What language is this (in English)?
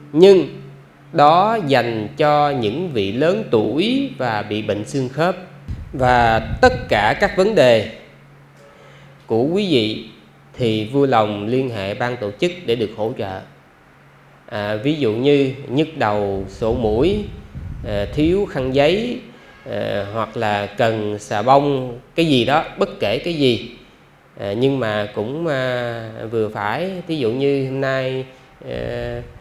Vietnamese